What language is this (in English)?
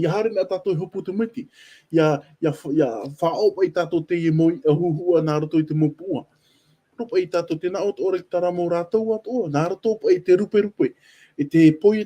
Tahitian